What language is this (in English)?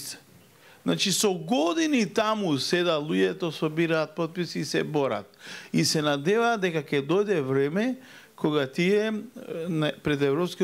Macedonian